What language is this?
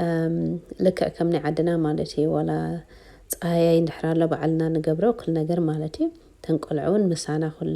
Tigrinya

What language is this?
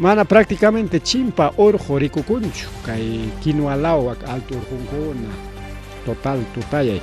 Ayacucho Quechua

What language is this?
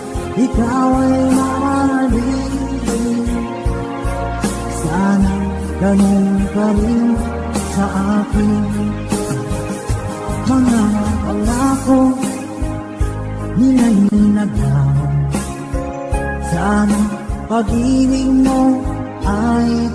Filipino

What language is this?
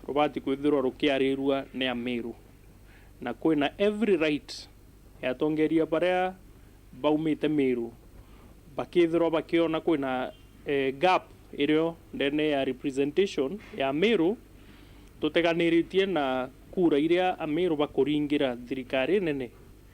Meru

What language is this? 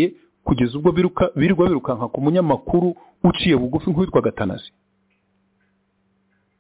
Kinyarwanda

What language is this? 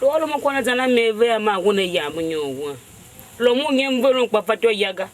Tiv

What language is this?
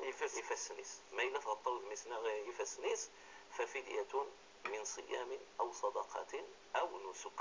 Kabyle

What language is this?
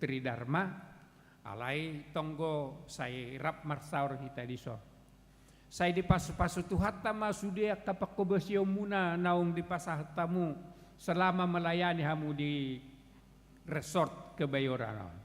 Batak Toba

